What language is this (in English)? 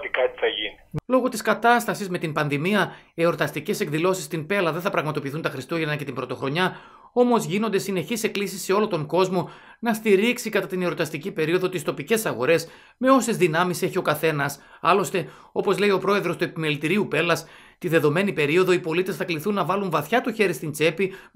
Greek